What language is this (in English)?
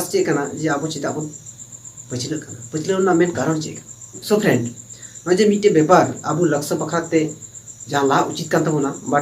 Santali